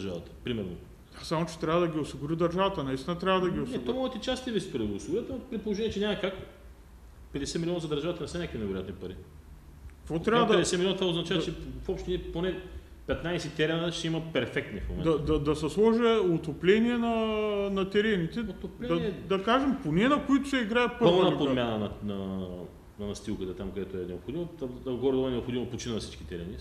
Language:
Bulgarian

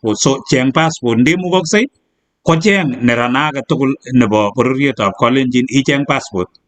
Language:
Kalenjin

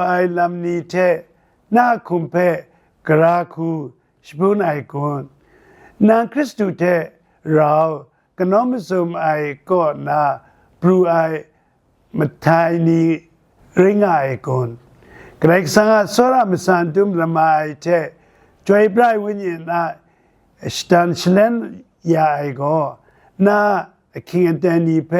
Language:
Kachin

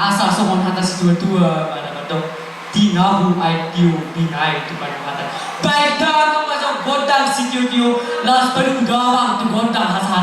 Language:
Batak Toba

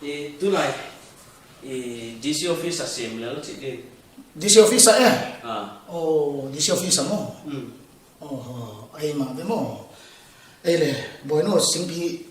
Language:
Tedim Chin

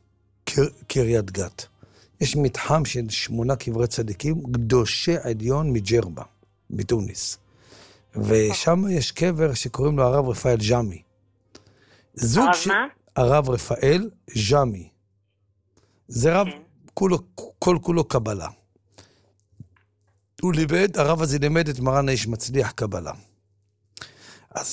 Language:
Hebrew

